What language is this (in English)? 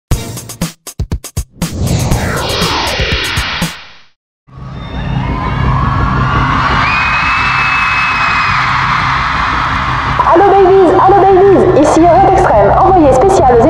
French